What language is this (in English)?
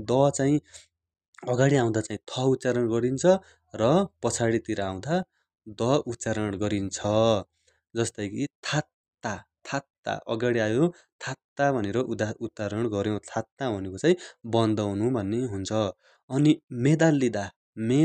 Nepali